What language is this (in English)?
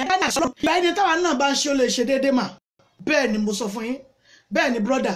Yoruba